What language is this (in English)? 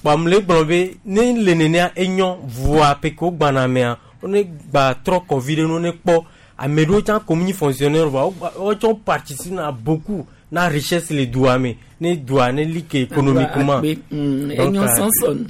Gen